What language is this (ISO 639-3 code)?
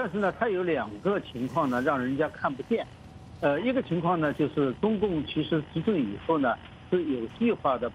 zho